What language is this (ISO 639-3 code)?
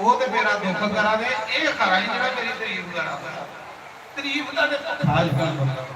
doi